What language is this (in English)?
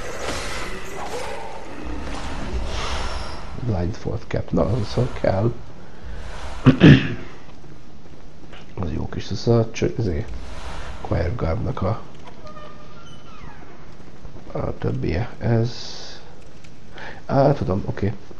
Hungarian